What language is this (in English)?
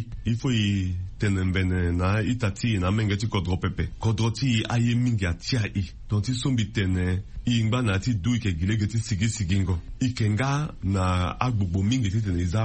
Sango